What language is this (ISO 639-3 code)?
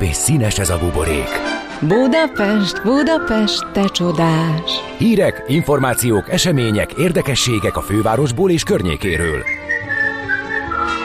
hun